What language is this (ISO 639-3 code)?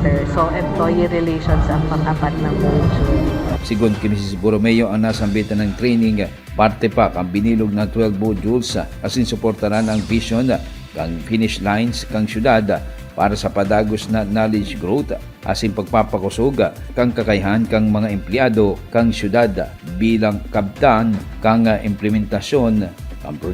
bik